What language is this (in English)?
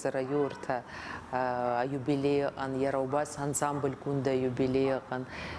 Abkhazian